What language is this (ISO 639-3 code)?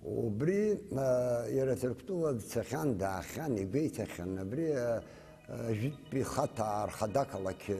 abk